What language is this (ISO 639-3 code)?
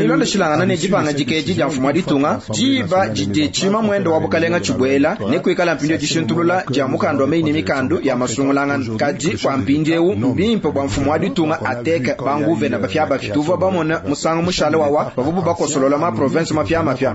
lua